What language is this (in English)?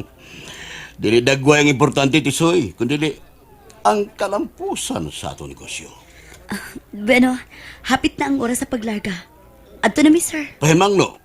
Cebuano